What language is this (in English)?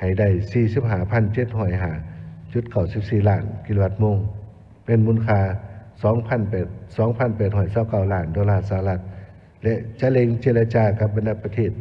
Lao